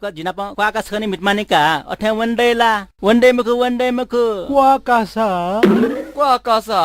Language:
Newari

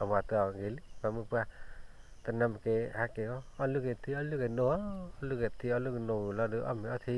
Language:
S'gaw Karen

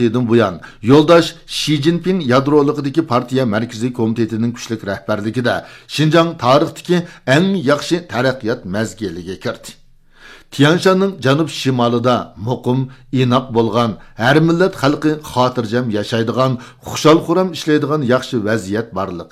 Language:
Uyghur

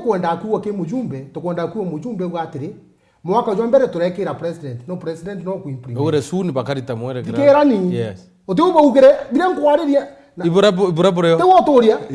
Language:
Meru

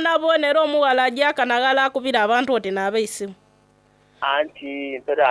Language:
Soga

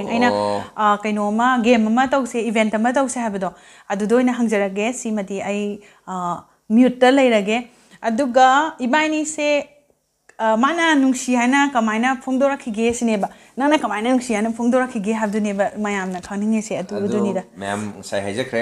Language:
Manipuri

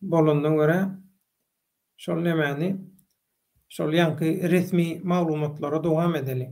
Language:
Turkmen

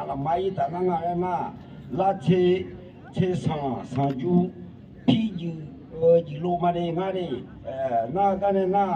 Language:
Akha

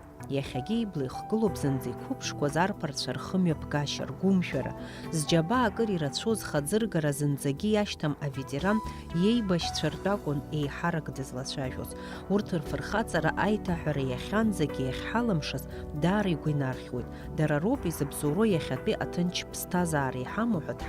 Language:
Abkhazian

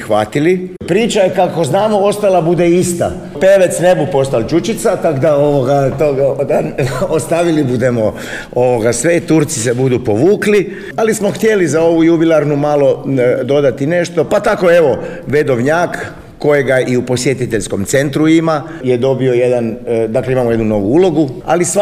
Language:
Serbian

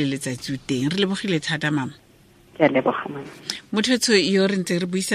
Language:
Tswana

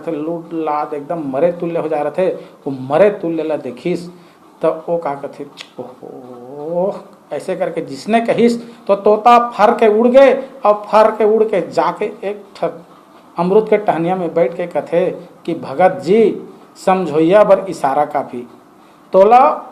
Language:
Chhattisgarhi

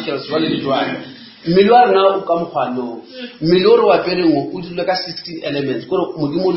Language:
Northern Sotho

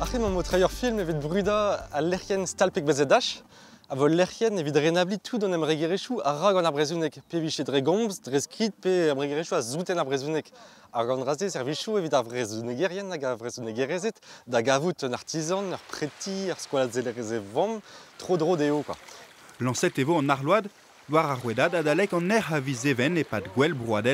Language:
Breton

